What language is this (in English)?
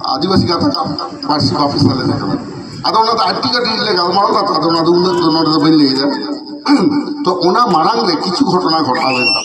Santali